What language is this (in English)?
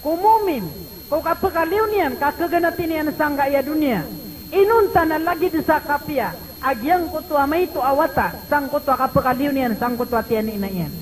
Maranao